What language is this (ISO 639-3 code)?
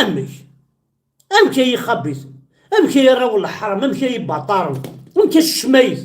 kab